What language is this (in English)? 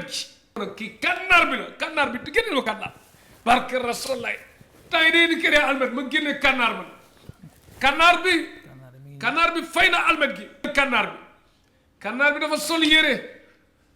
Wolof